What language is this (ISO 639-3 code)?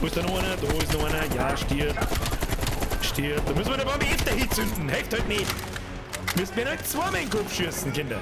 bar